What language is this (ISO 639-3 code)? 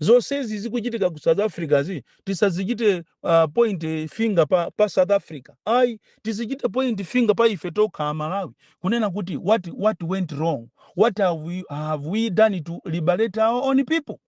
nya